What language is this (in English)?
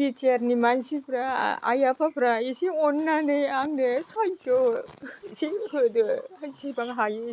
Bodo